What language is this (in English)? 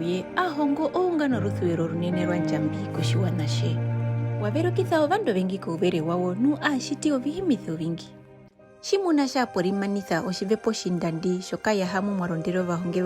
Herero